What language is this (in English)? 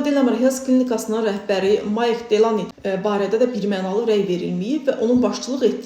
Azerbaijani